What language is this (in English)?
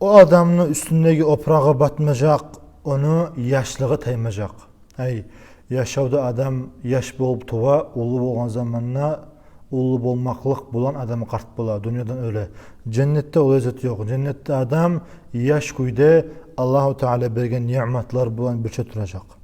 Kumyk